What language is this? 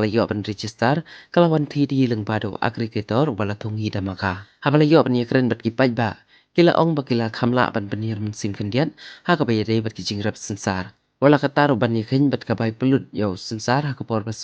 Khasi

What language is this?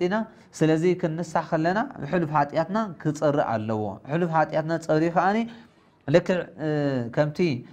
Tigrinya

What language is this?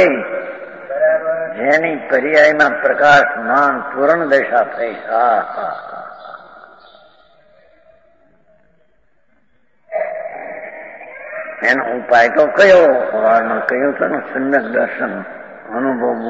Gujarati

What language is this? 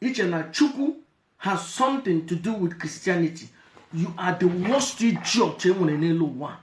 Igbo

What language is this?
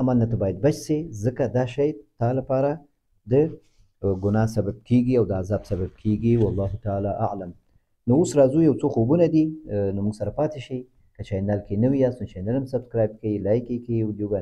Pashto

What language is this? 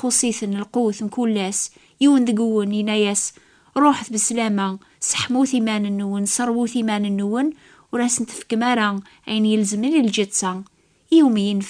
Kabyle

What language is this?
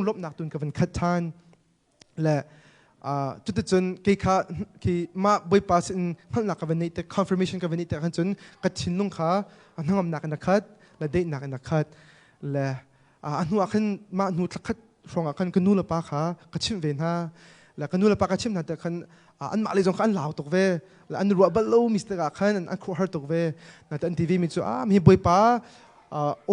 Hakha Chin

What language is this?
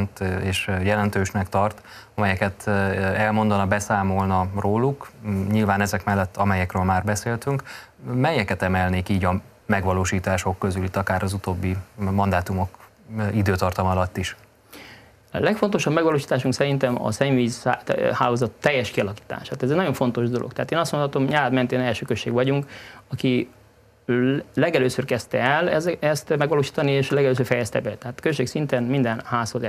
Hungarian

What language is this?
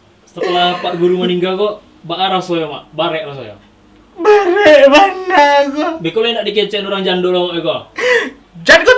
Minangkabau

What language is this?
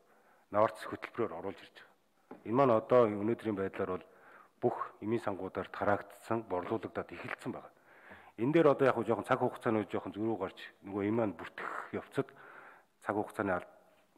Mongolian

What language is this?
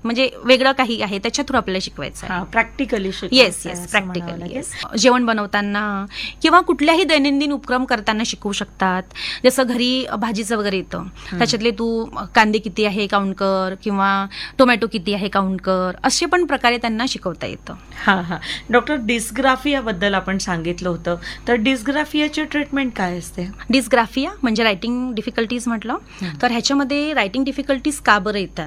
Marathi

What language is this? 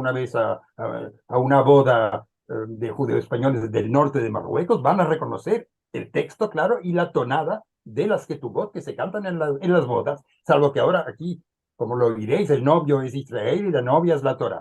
Ladino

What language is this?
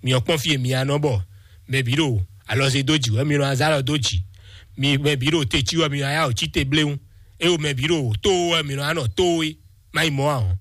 Fon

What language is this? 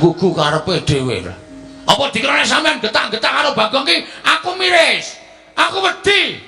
Javanese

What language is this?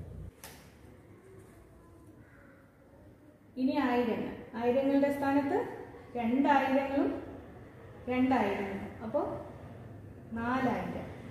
Malayalam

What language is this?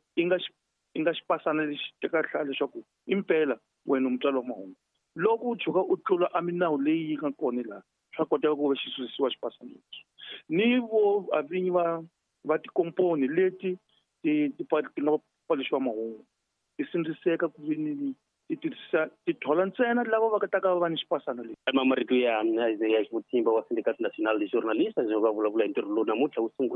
Tsonga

